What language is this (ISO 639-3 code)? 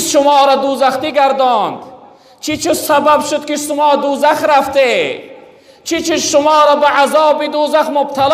tgk